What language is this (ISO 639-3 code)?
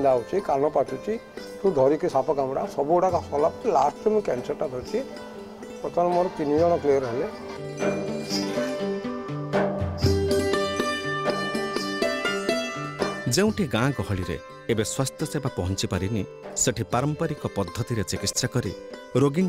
ori